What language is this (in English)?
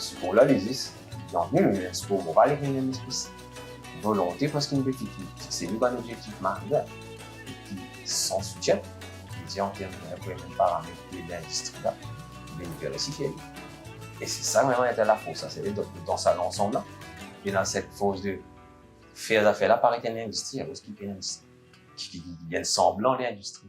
Morisyen